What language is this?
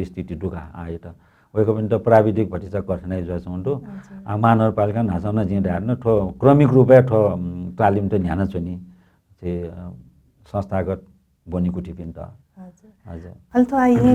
Newari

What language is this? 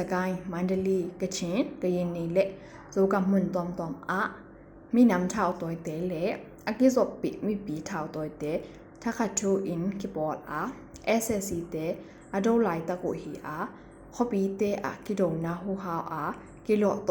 Tedim Chin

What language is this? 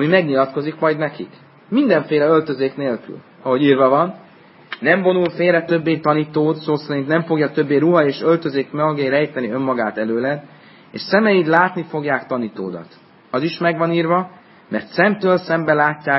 Hungarian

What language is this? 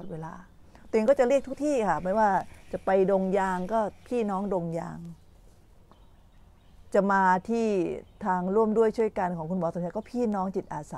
Thai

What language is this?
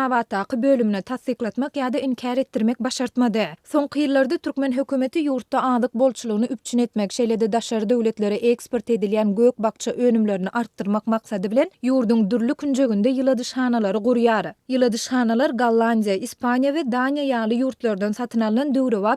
Turkmen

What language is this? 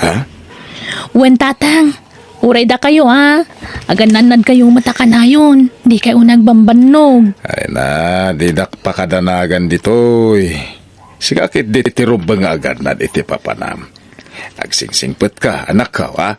Iloko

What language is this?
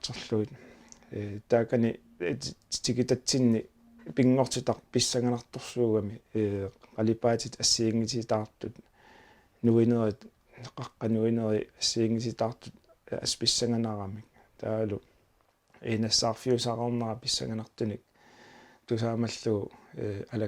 Kalaallisut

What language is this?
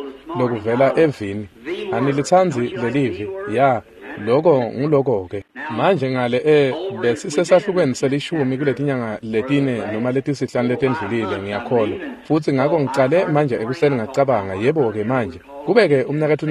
Swati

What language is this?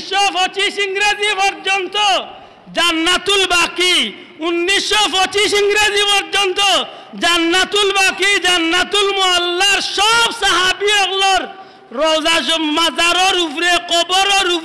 Sylheti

